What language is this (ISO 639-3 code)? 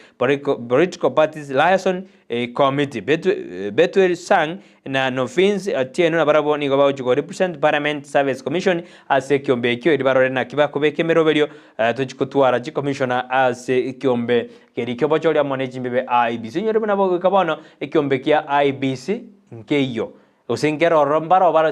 guz